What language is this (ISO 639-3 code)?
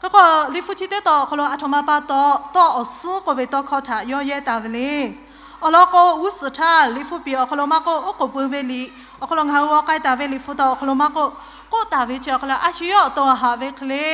lhu